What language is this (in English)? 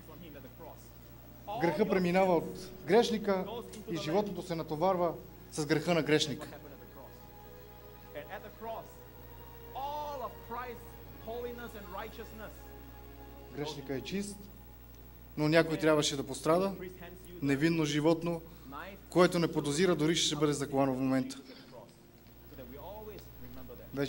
Bulgarian